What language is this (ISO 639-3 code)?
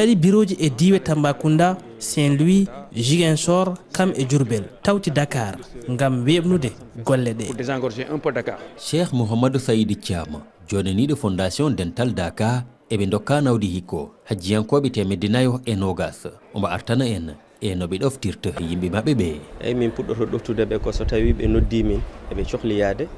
ful